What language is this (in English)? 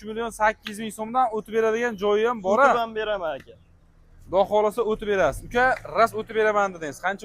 Uzbek